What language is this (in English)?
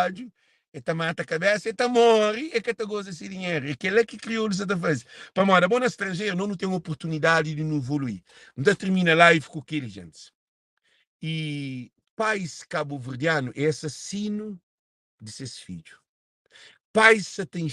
Kabuverdianu